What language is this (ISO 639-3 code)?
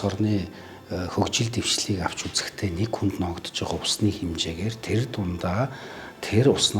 mon